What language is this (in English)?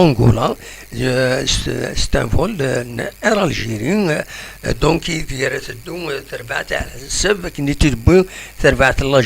Kabyle